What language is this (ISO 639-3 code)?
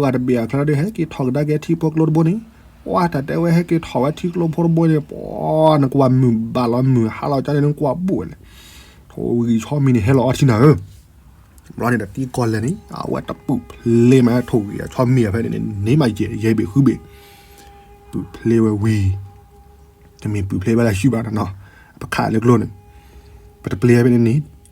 ksw